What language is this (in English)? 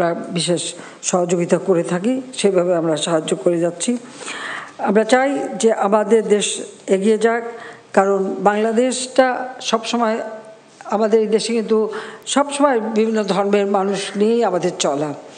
Bangla